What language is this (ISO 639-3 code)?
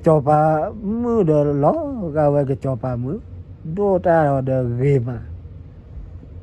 ksw